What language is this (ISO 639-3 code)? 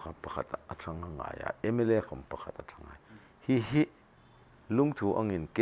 hmr